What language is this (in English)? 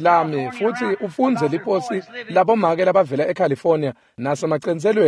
Swati